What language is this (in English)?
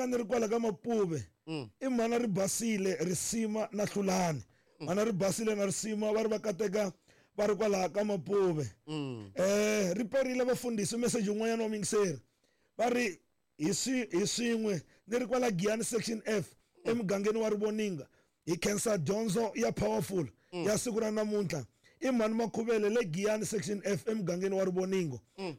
Tsonga